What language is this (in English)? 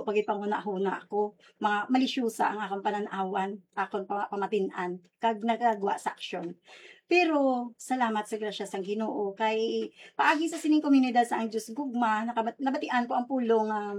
Hiligaynon